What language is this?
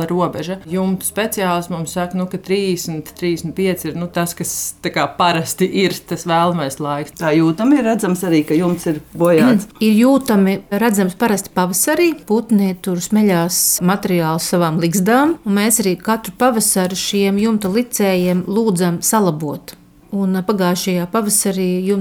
Latvian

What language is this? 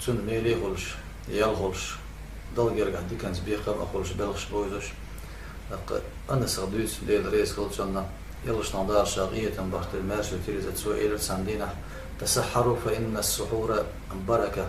Chechen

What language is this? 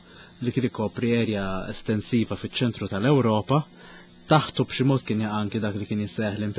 Maltese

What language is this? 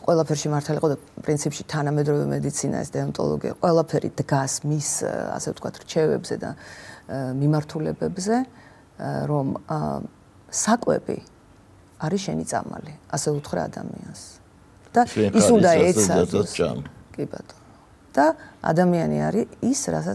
Georgian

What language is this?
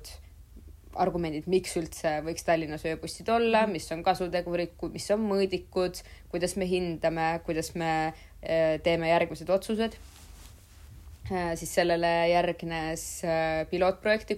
Estonian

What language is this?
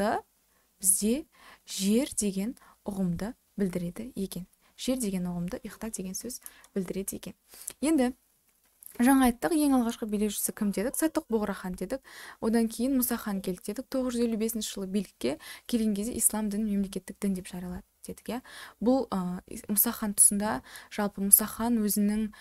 Kazakh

